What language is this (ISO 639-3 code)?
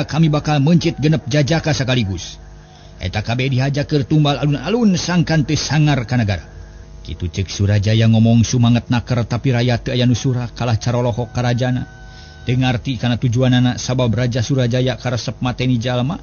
sun